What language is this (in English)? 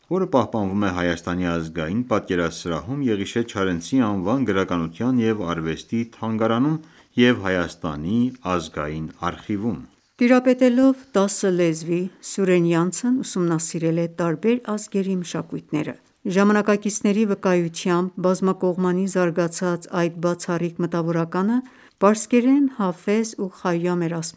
Armenian